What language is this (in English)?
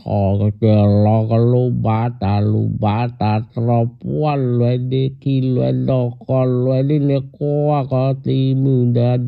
S'gaw Karen